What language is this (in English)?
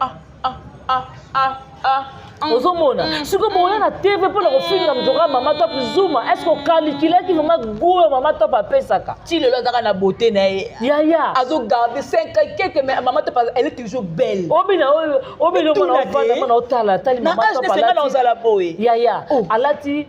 Lingala